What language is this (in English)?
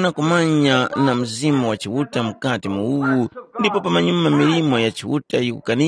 Tumbuka